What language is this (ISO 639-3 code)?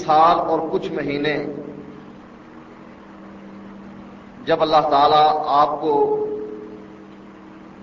urd